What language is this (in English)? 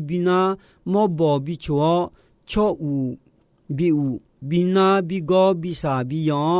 Akha